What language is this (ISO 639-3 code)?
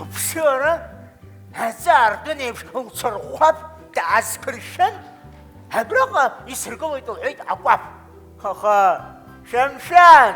abk